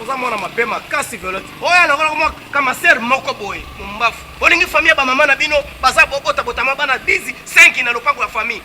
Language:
Lingala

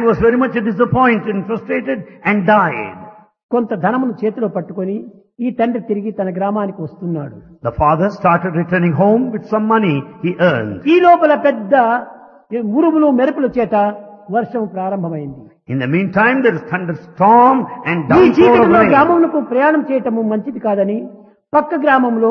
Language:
Telugu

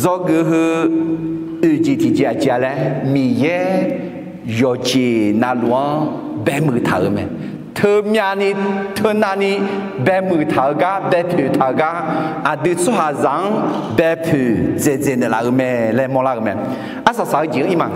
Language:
Akha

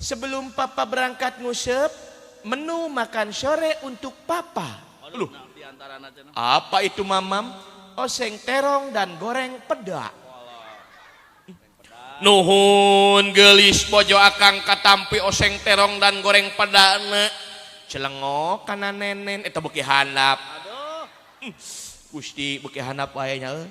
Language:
Sundanese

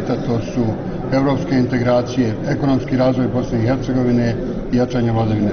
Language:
Bosnian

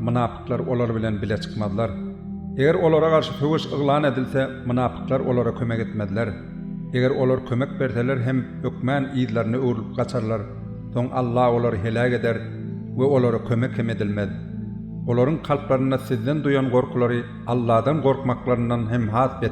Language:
Turkmen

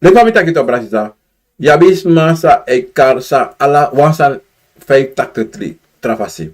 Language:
Sranan Tongo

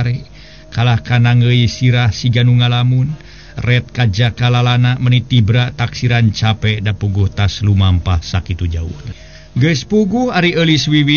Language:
Sundanese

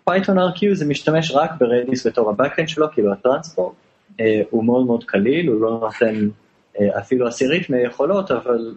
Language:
Hebrew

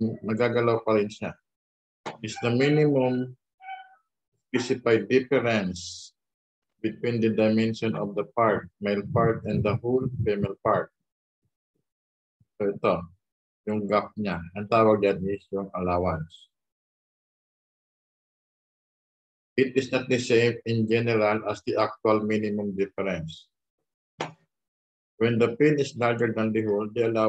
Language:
Filipino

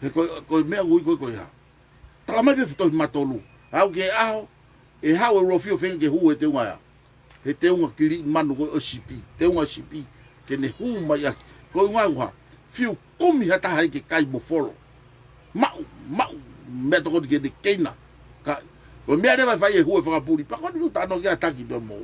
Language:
Tongan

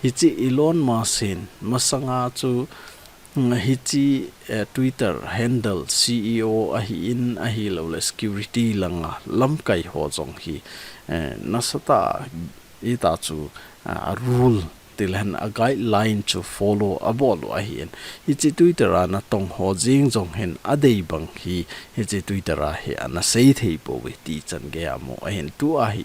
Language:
Thado Chin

